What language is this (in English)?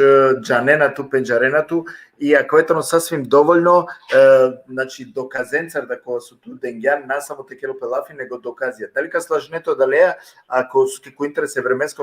Balkan Romani